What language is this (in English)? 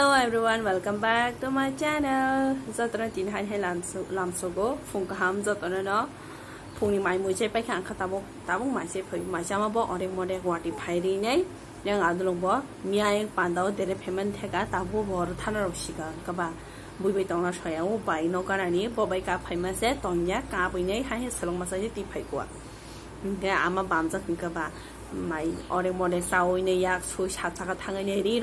Kok Borok